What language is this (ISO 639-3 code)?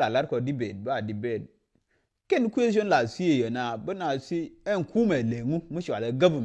nus